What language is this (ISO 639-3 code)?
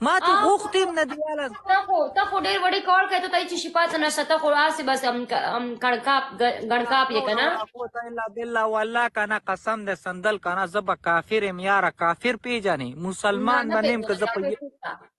pus